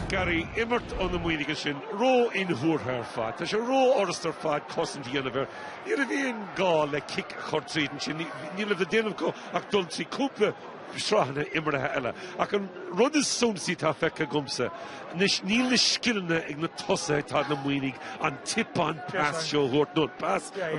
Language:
Irish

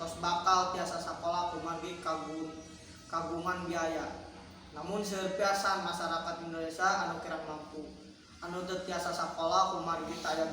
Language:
Sundanese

